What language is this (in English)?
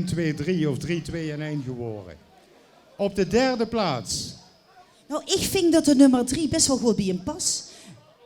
Limburgish